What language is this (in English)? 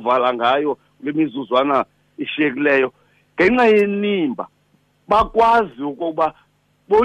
Xhosa